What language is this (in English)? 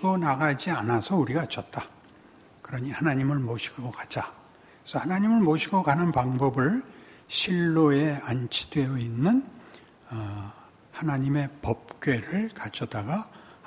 Korean